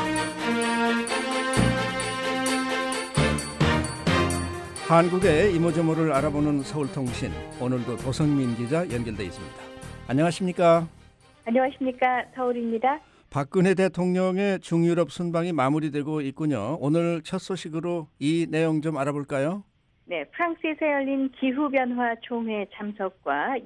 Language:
Korean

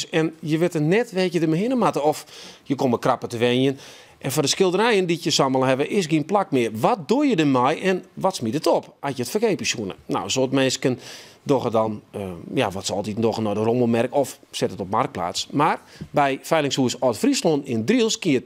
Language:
Western Frisian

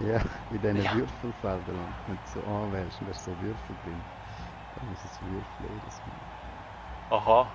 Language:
Swiss German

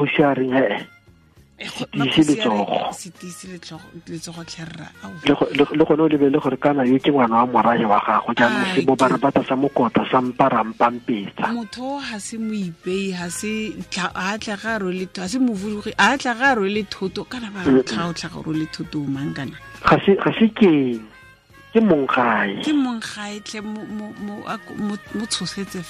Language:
Tswana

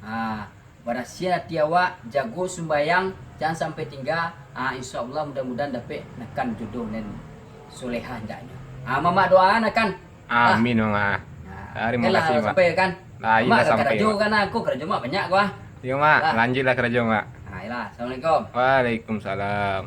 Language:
Minangkabau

